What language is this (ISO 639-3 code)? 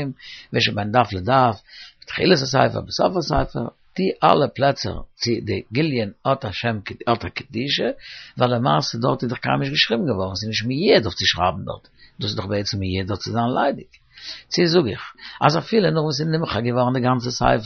yid